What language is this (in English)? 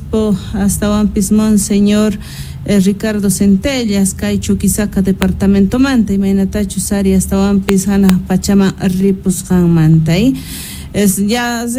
Quechua